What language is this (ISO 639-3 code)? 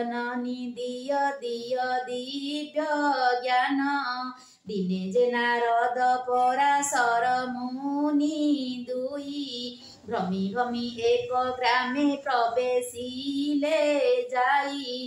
ori